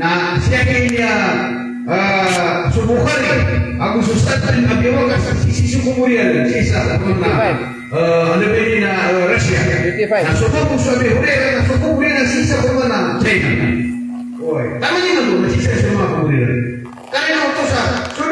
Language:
Maranao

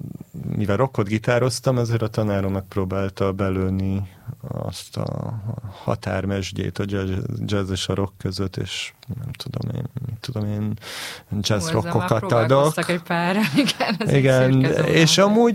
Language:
Hungarian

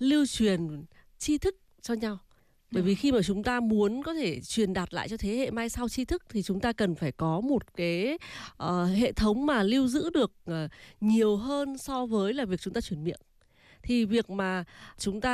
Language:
Vietnamese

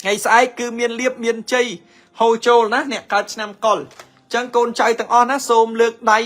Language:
Khmer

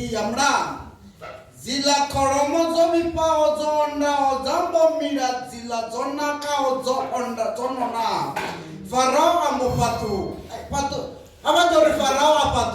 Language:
Venda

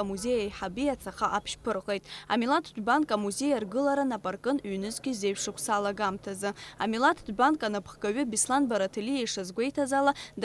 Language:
Abkhazian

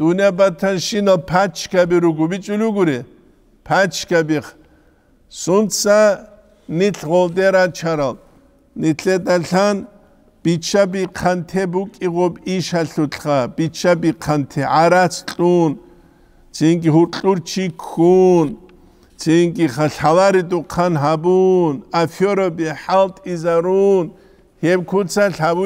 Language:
Avaric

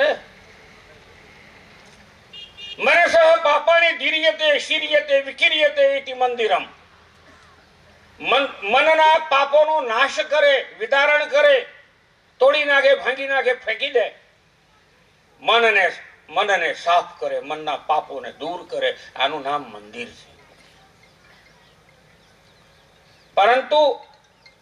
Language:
Gujarati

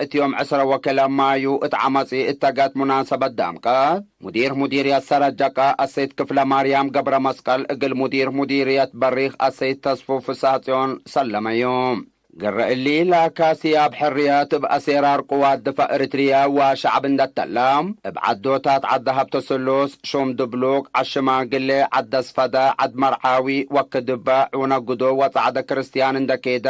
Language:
Tigre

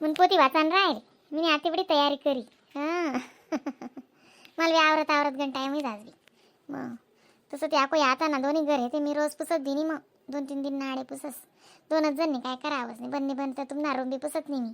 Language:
Khandesi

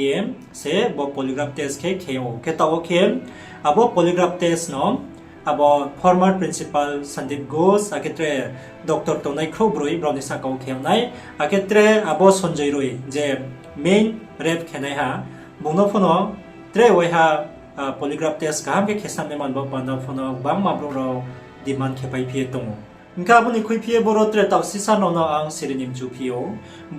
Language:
Riang (India)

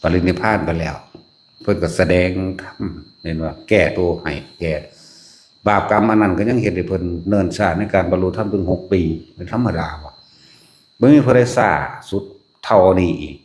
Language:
Northeastern Thai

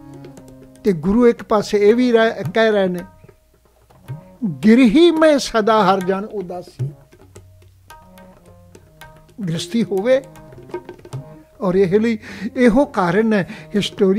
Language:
Punjabi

